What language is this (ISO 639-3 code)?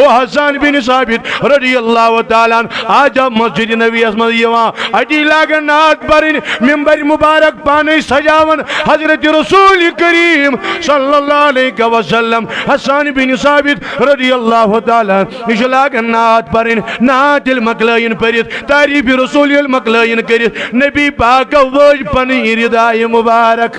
kas